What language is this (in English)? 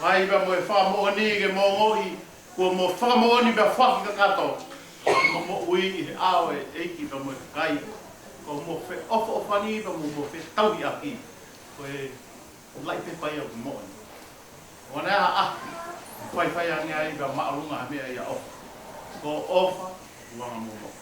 Tongan